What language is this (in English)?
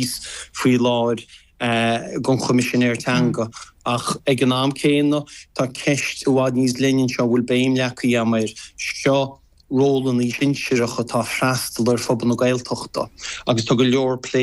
Irish